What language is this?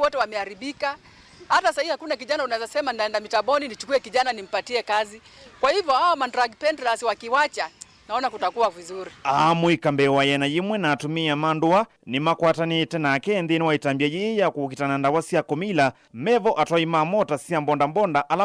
Kamba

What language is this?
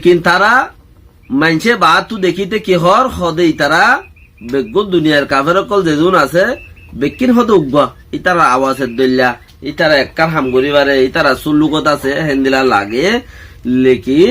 Rohingya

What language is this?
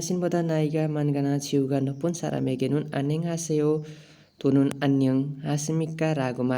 Nepali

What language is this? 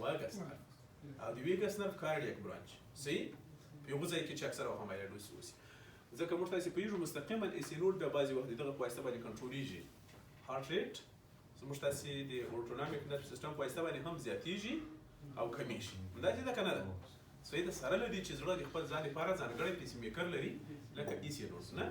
Pashto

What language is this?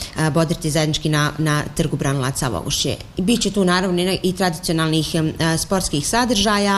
Bosnian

